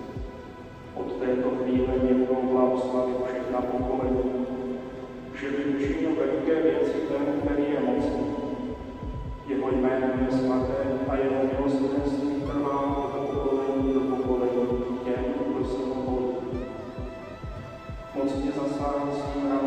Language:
Czech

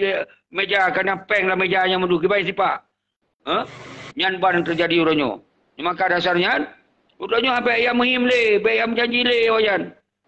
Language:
Achinese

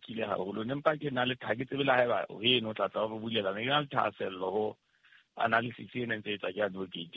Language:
Southern Sotho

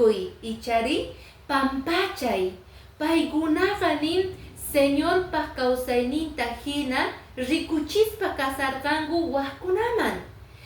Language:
Quechua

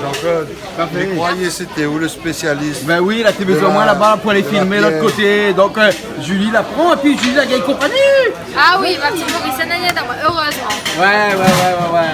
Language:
Réunion Creole French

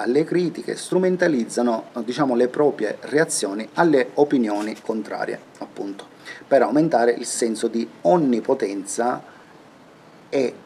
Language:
Italian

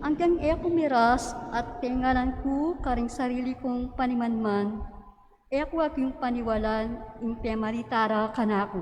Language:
Pampanga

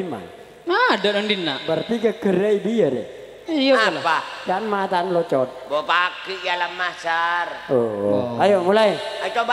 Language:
Madurese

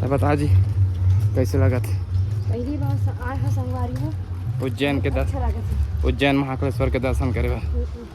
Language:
Chhattisgarhi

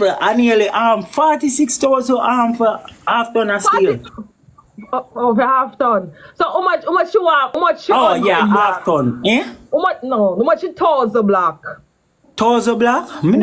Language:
Jamaican Creole English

